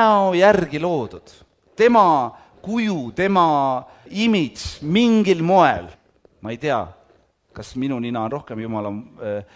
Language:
Estonian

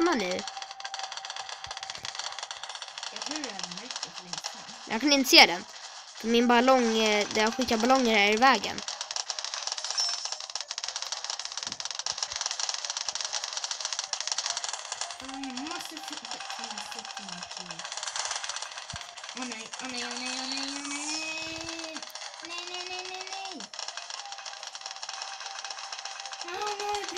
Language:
Swedish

